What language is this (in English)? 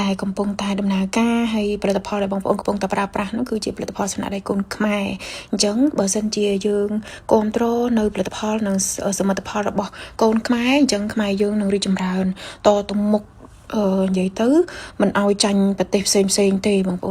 Khmer